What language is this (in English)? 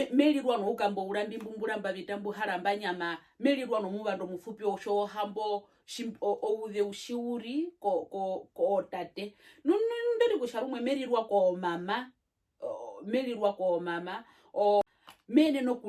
Herero